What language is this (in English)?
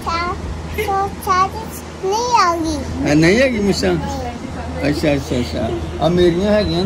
Punjabi